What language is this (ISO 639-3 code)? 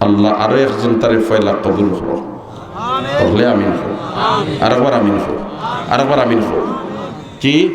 syl